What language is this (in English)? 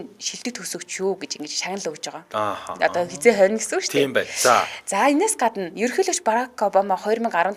Mongolian